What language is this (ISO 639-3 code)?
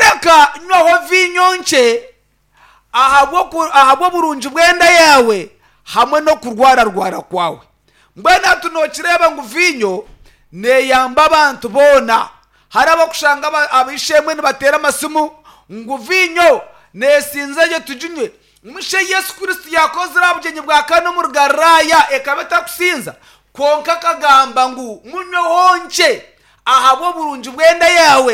nyn